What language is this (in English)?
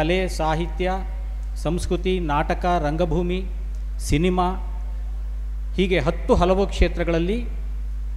Kannada